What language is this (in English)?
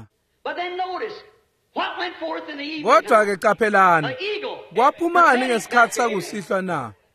Swati